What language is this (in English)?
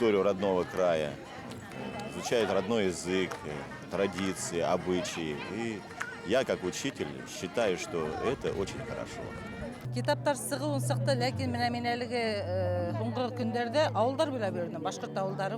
Bashkir